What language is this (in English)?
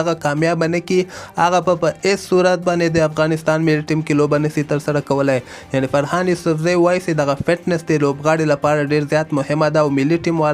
Pashto